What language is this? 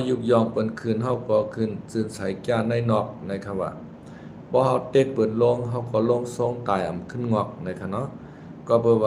Shan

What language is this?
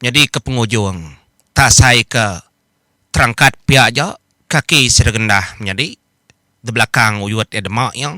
Iban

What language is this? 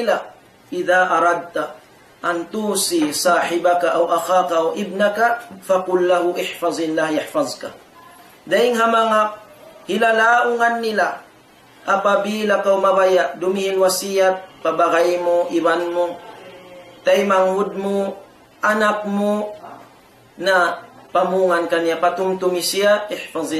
Tausug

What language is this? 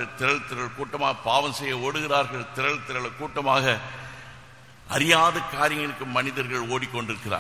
Tamil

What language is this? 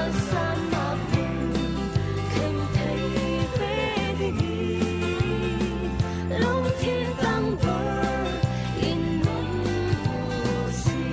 Falam Chin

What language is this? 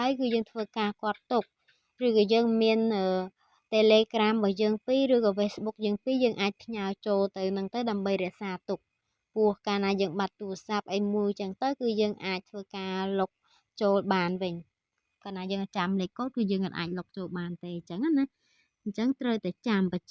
Khmer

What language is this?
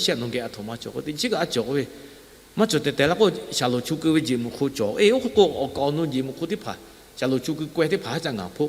Lahu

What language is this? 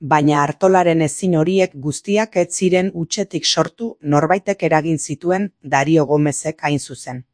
Basque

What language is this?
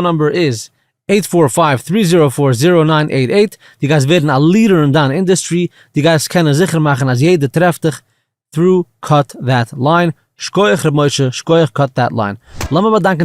Yiddish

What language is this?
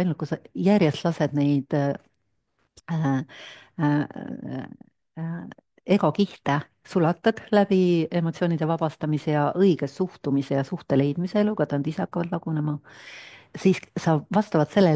Estonian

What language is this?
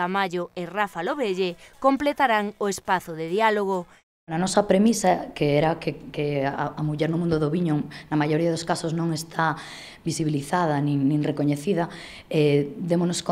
Galician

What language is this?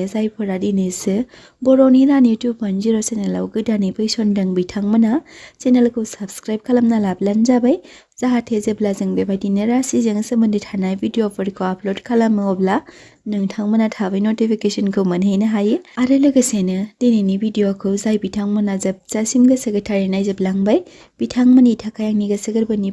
Bodo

